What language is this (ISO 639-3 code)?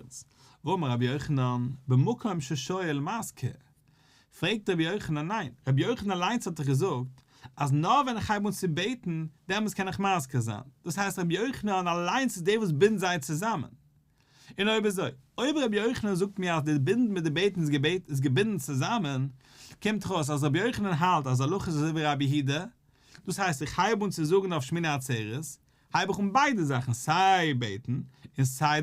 yid